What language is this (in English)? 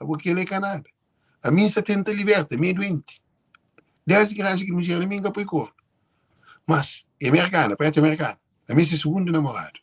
Kabuverdianu